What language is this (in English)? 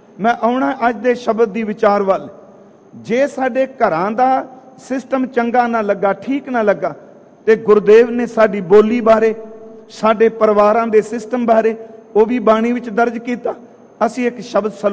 Punjabi